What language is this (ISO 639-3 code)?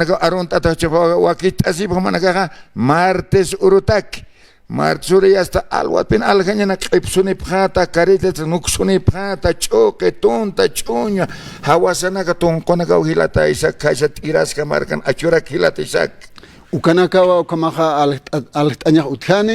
aym